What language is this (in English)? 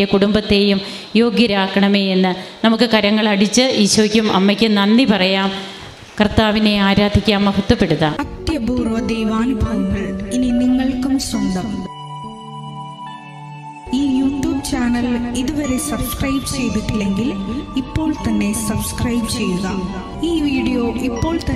Malayalam